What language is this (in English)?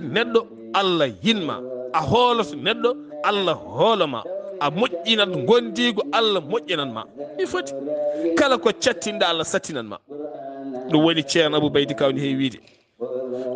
Fula